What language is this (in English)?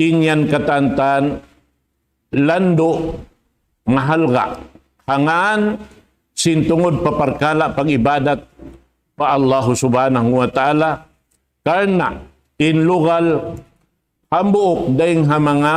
Tausug